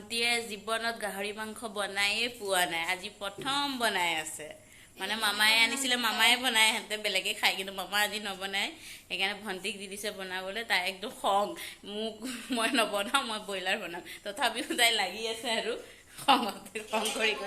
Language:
Assamese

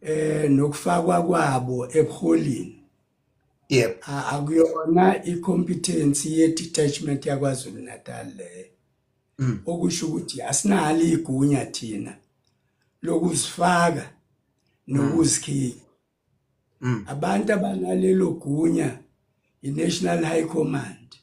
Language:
Zulu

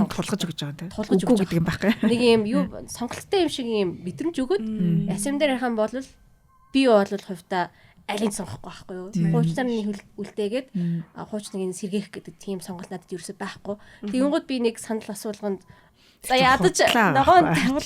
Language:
Mongolian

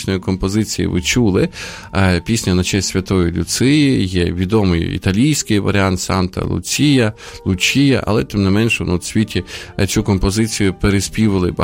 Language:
Ukrainian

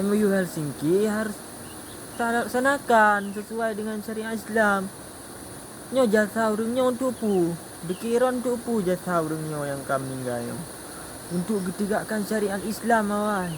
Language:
Achinese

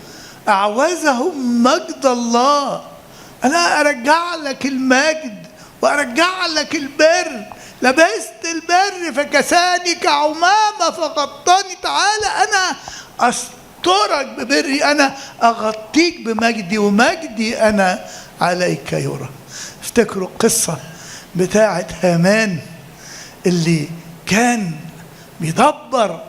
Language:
Egyptian Arabic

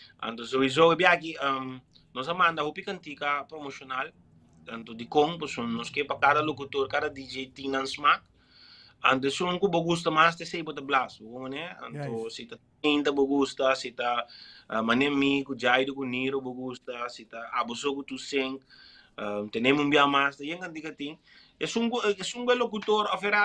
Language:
Papiamento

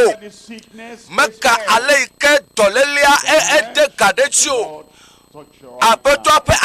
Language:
Ewe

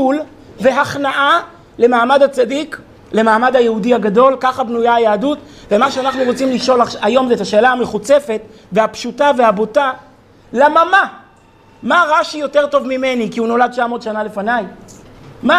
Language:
Hebrew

